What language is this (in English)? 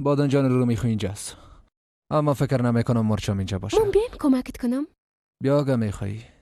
Persian